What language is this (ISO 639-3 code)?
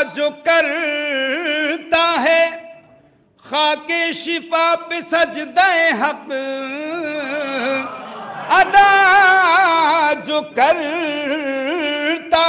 urd